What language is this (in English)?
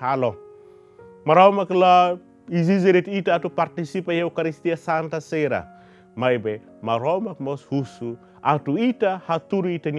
Tetum